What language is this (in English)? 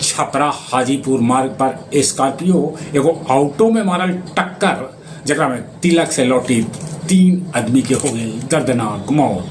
Magahi